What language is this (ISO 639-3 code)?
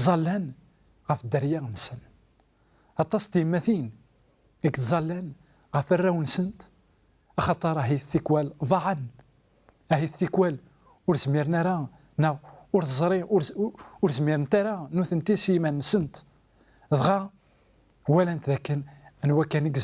kab